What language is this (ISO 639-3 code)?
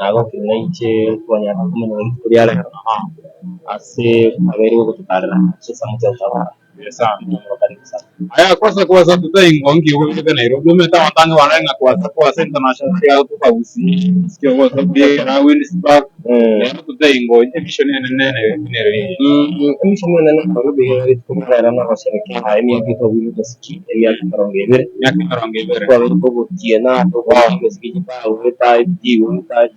guz